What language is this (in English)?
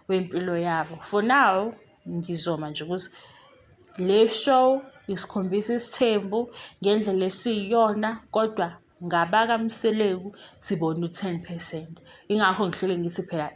Zulu